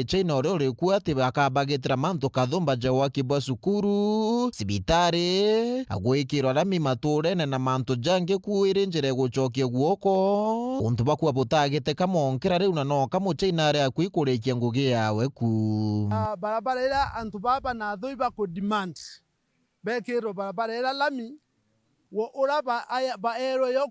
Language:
Meru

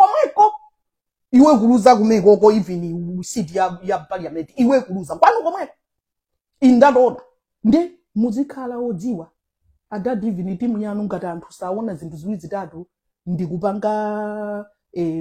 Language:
Nyanja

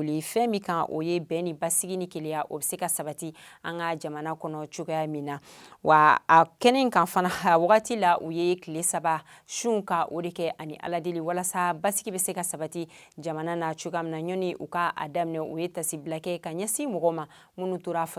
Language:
Bambara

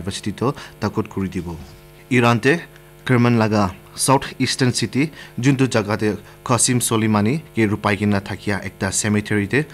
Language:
Naga Pidgin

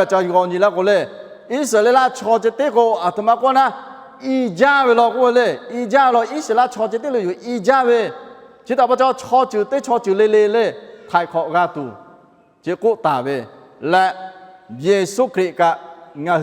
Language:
Lahu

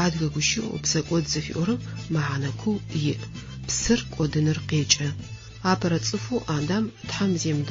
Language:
Adyghe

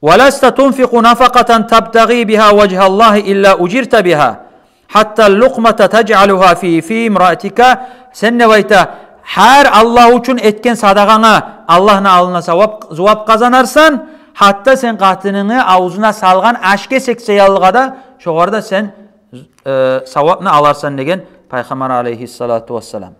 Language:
Kumyk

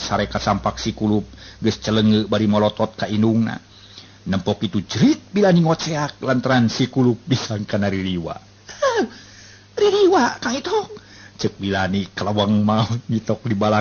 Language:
Sundanese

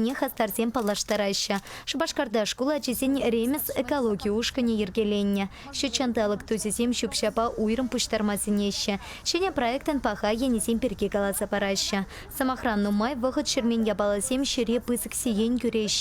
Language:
Chuvash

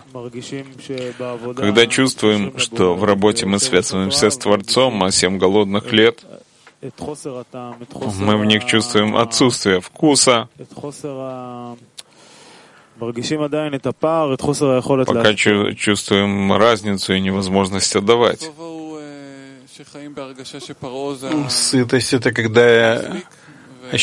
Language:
Russian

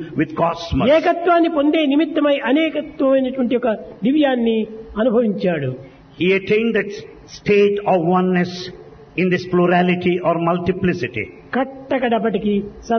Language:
Telugu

